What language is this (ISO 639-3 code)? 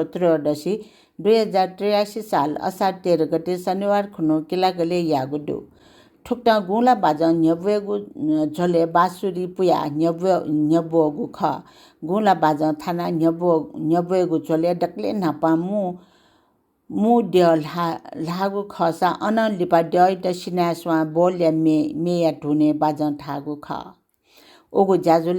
new